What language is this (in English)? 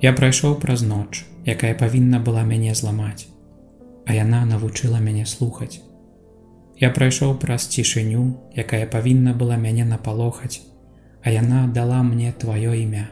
Belarusian